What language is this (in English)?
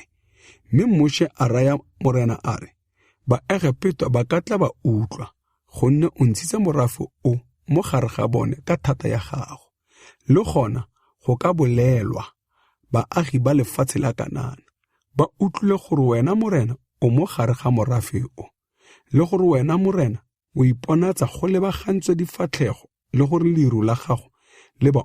Tswana